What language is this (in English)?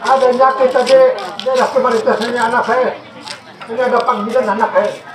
Banjar